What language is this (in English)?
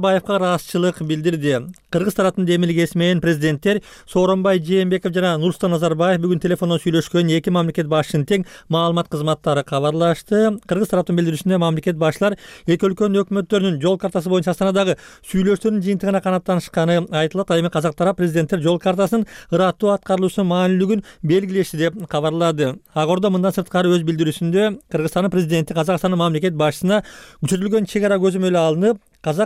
Kyrgyz